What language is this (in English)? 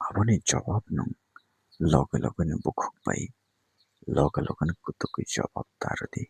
Kok Borok